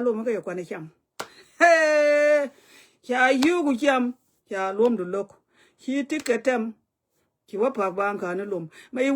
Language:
Nuer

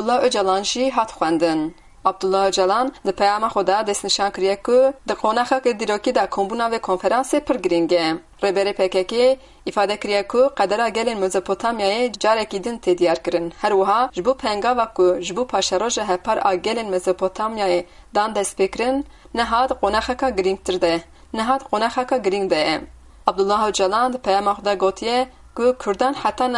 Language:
Kurdish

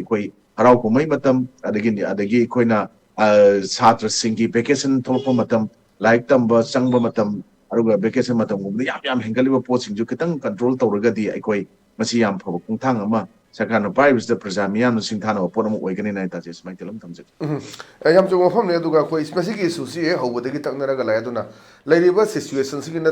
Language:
Manipuri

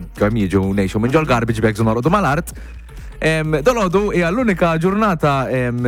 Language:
Maltese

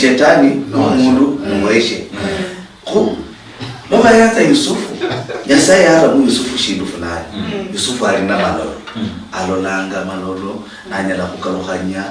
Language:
Luyia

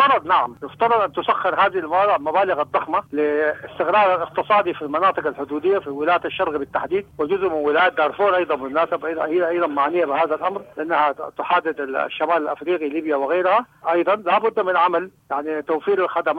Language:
Sudanese Arabic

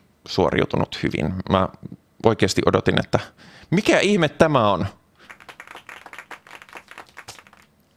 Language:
Finnish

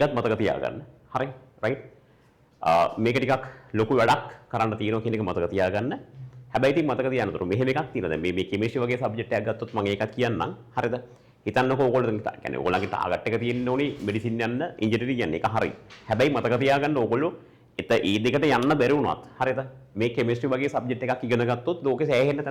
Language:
Sinhala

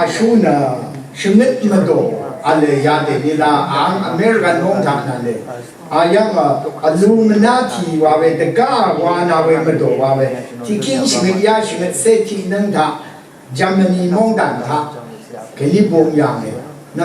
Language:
Rawang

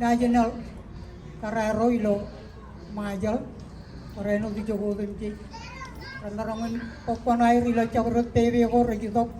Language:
Marshallese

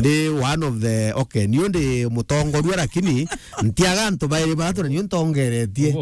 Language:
Meru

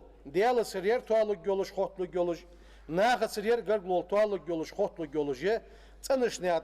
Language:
Ingush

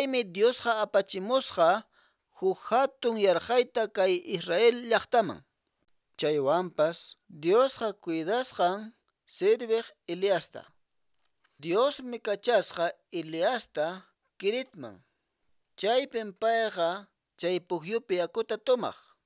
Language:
Quechua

